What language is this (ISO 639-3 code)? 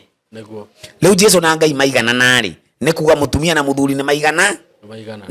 kik